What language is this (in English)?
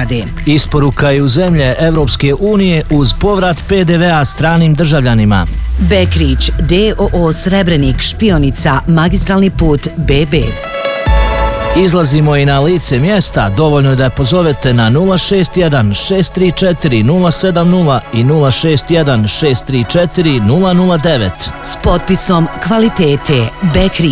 Bosnian